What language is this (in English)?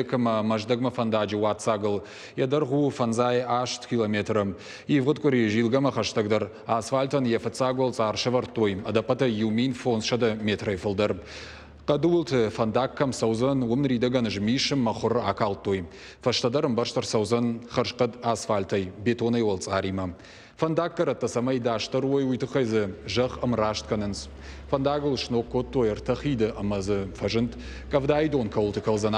Ossetic